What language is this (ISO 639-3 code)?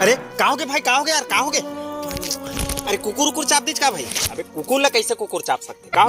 hne